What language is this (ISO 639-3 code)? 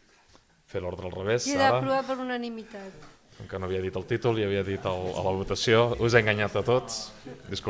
cat